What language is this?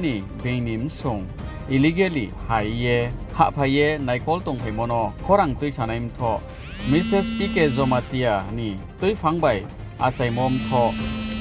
Riang (India)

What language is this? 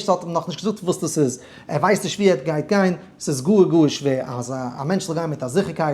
Yiddish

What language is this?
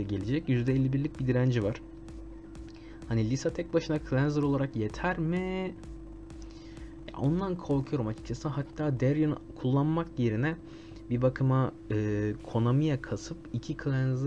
Turkish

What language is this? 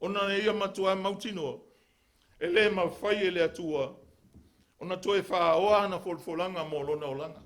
Samoan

